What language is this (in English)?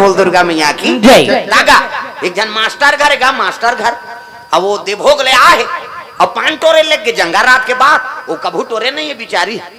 Chhattisgarhi